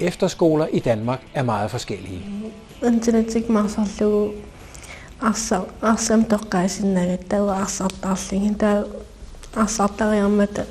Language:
Kalaallisut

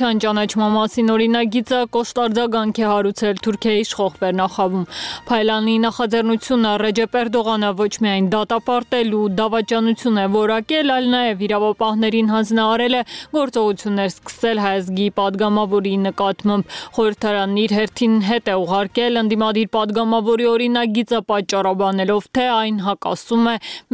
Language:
Armenian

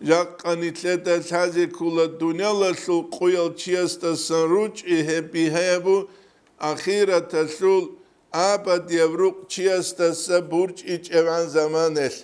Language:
Avaric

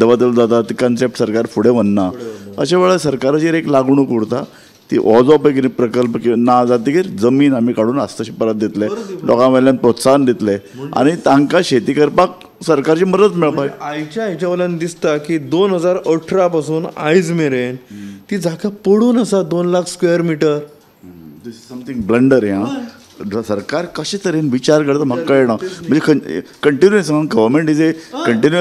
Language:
Konkani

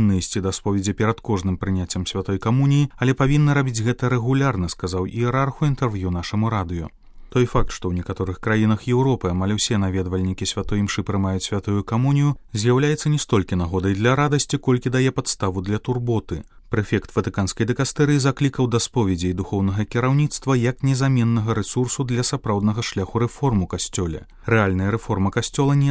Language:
Belarusian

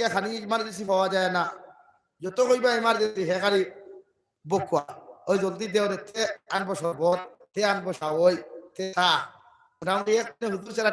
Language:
Sylheti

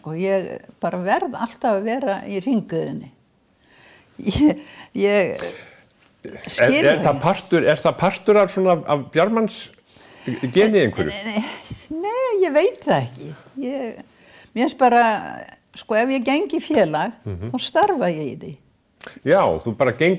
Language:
Icelandic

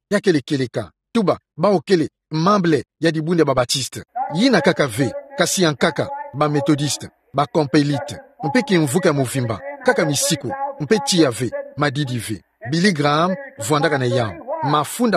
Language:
Kituba (Democratic Republic of Congo)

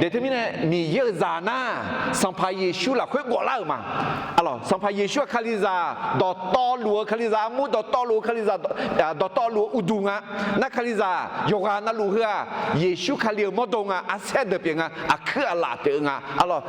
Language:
Akha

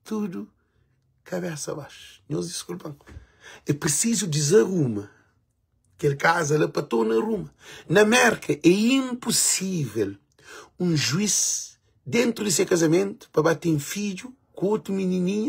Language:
Kabuverdianu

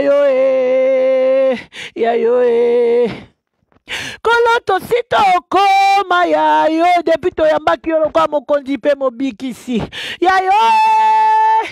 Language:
Lingala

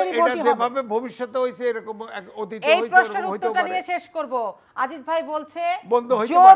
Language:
Bangla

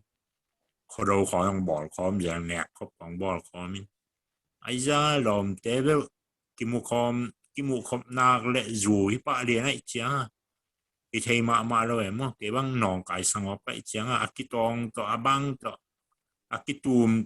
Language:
Tedim Chin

